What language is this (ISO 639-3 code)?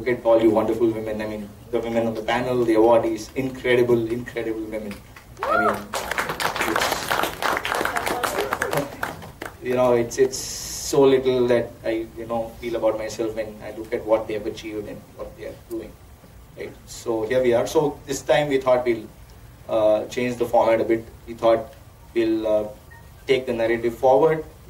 eng